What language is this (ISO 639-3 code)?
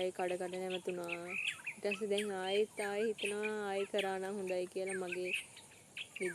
sin